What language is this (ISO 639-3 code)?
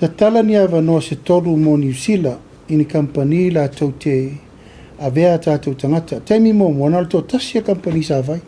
smo